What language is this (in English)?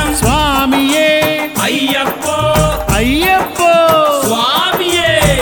Telugu